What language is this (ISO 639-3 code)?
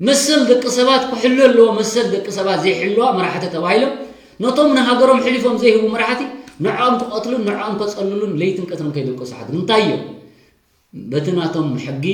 tir